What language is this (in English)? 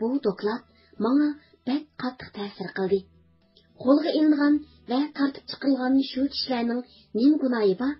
Uyghur